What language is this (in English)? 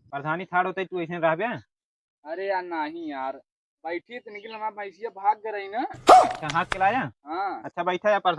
Awadhi